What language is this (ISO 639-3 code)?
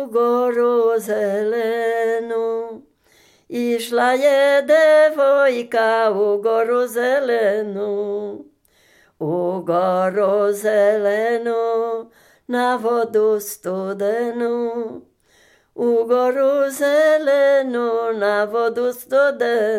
srp